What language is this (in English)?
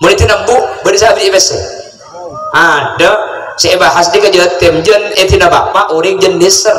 Madurese